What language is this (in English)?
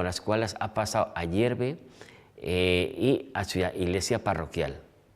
Aragonese